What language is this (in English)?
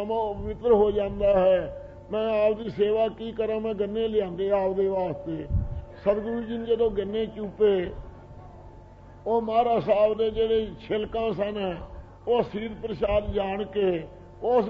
Punjabi